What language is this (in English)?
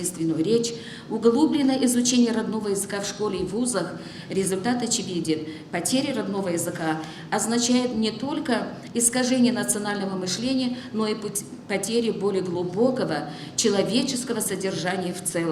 Abkhazian